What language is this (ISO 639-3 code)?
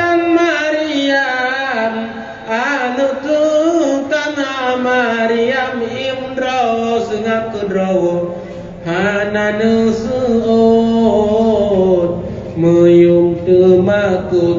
ace